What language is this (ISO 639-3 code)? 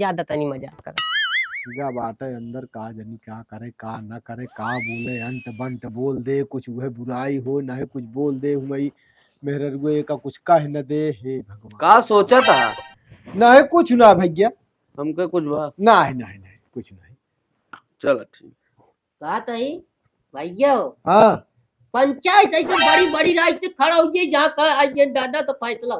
awa